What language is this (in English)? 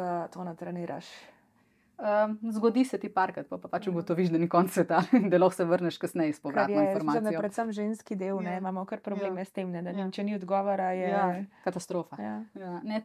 Slovenian